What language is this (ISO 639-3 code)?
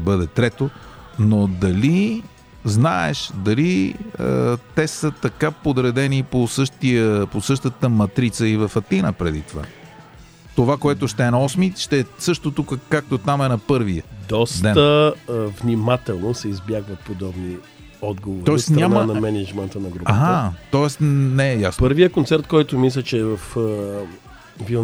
bul